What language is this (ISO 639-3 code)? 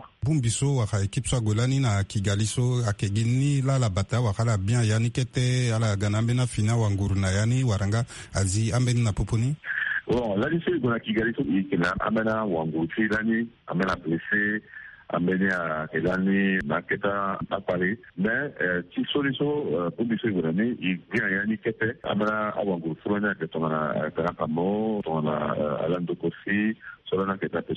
sag